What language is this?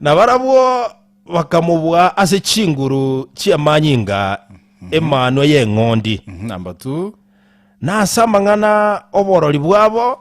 Gusii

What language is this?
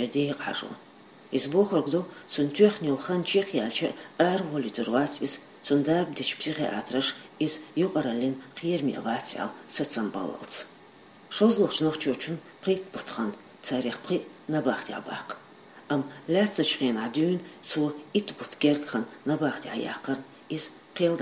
Chechen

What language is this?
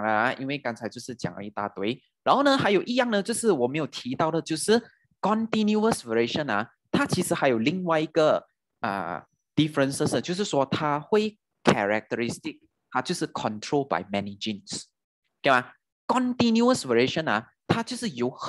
Chinese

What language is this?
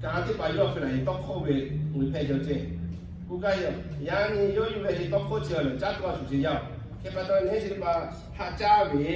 Lahu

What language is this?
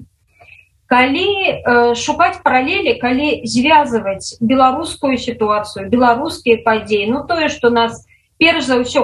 Belarusian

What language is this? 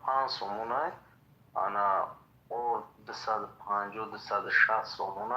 Tajik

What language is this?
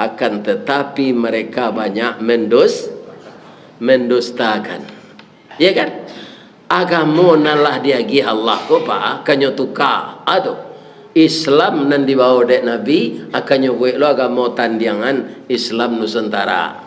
Minangkabau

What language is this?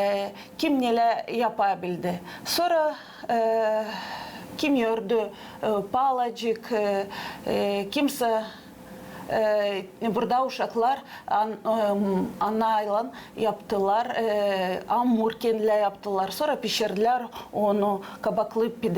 Gagauz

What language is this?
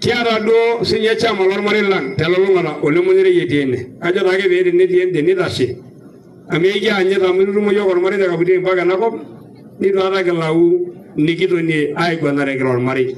Masai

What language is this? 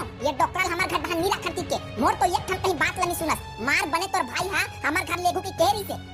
Chhattisgarhi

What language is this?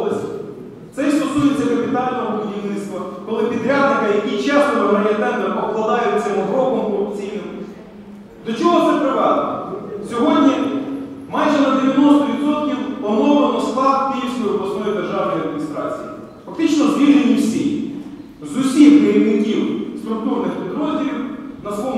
Ukrainian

